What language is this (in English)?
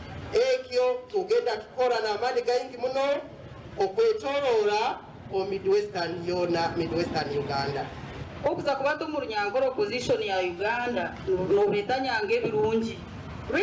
Nyankole